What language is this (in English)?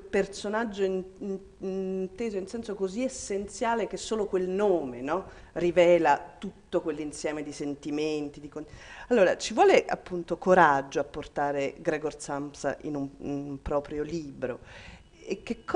Italian